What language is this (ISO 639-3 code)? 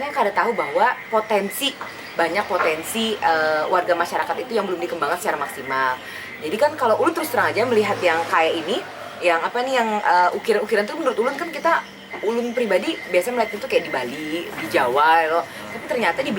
bjn